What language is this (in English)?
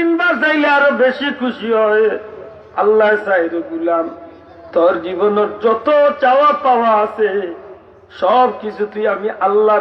Sylheti